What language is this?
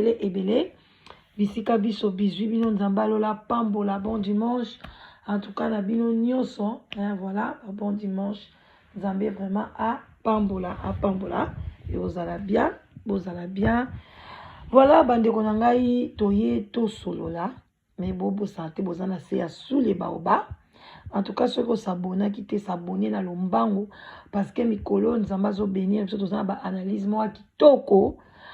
Lingala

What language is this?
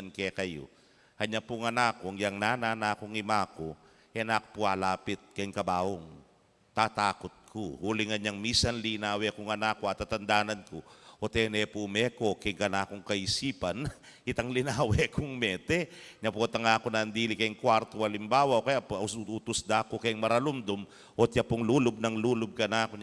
Pampanga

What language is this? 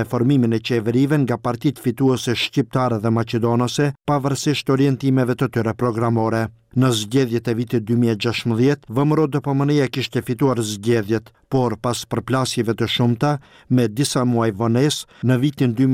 Albanian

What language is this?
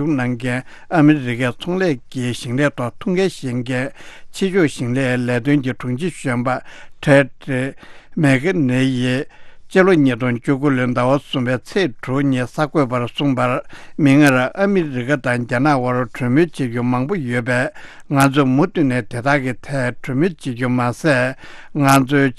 Tibetan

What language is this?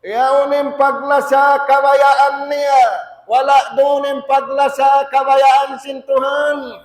Tausug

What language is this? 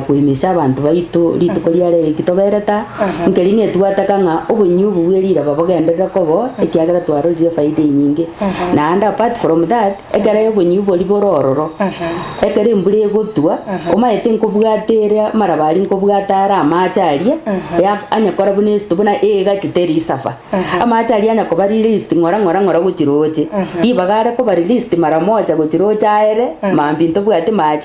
Gusii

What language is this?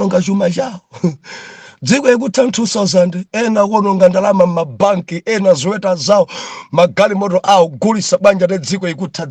Nyanja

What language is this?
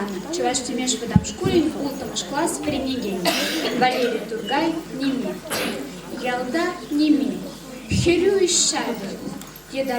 Chuvash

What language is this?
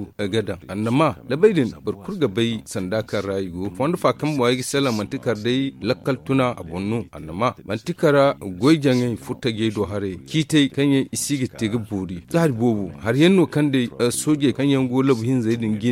Zarma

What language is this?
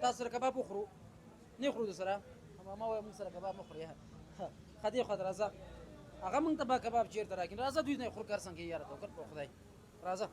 Pashto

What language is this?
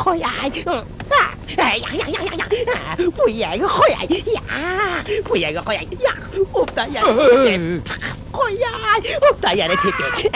Uyghur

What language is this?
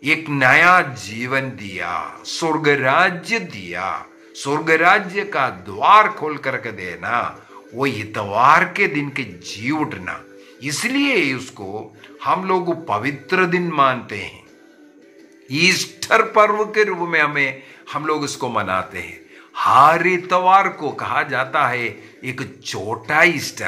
Hindi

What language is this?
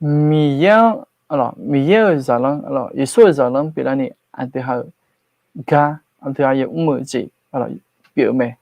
Akha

